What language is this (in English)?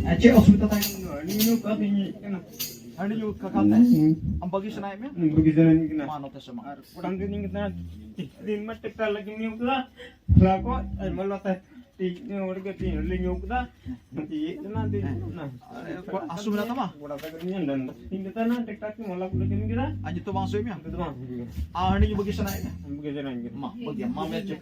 Santali